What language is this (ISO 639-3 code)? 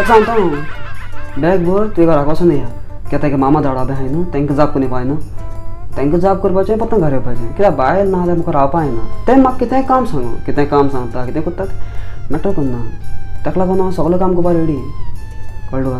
kok